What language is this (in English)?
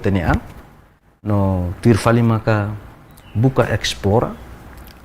Tetum